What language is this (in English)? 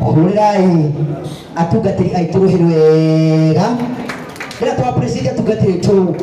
Kikuyu